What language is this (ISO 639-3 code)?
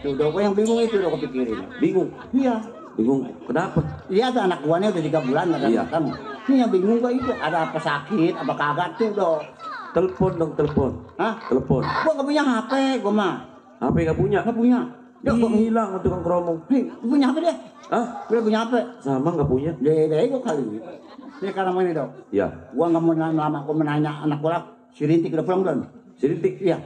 bew